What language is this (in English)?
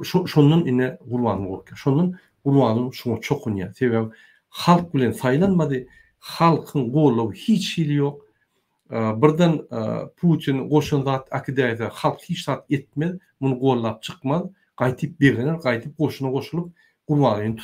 Turkmen